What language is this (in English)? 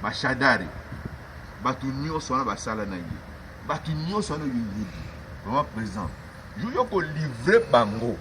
Lingala